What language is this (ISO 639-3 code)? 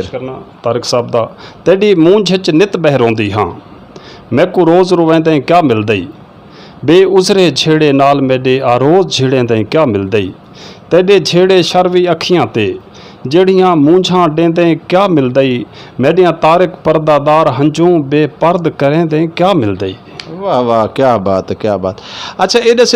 skr